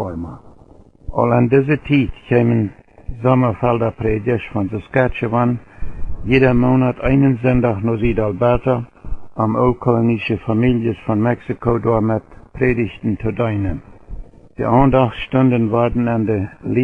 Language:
Plautdietsch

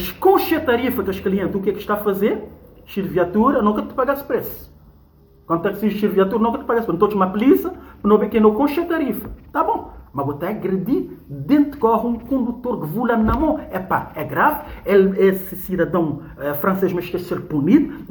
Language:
Kabuverdianu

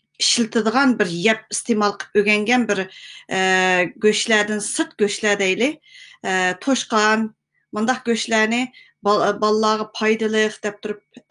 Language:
Uyghur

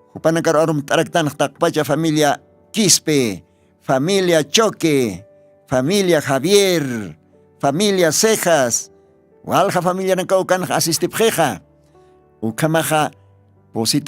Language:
Aymara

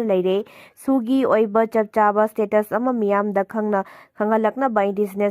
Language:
Manipuri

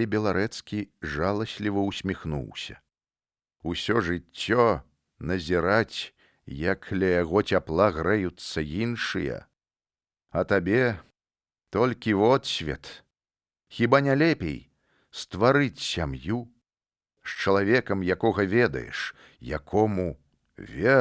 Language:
Belarusian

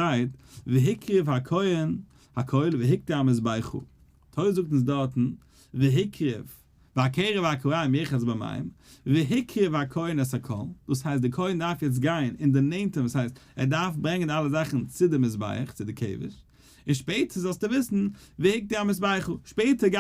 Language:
Yiddish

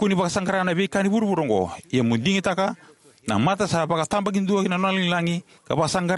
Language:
Fijian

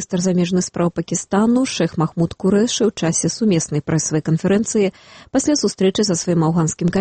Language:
Belarusian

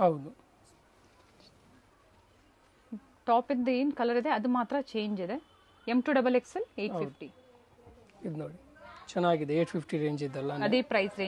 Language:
Kannada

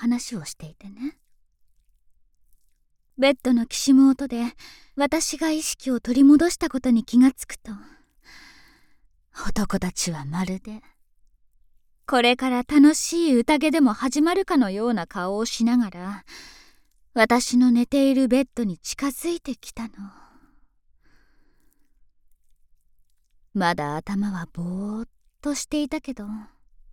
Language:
Japanese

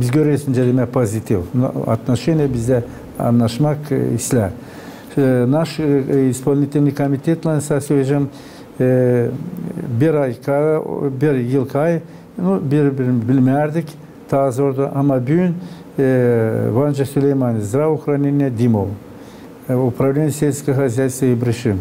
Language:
Gagauz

